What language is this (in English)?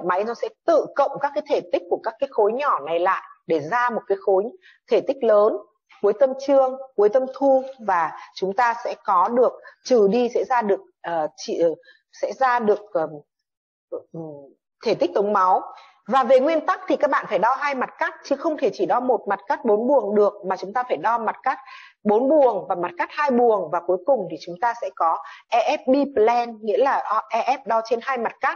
Vietnamese